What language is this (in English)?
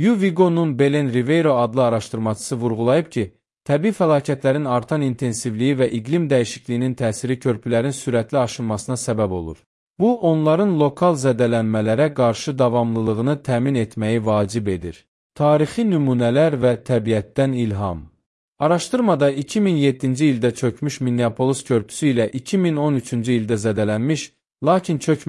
Azerbaijani